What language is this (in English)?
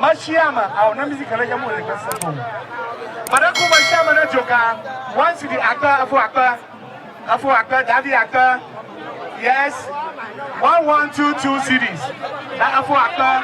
Ewe